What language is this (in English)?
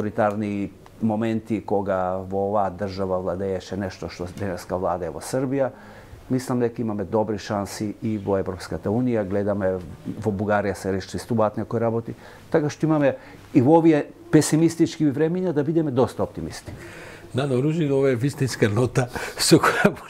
Macedonian